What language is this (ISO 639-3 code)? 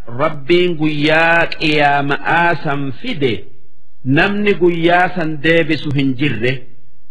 orm